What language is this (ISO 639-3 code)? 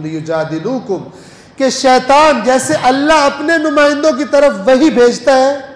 urd